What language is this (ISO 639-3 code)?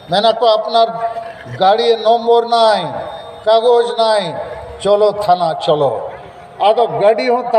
sat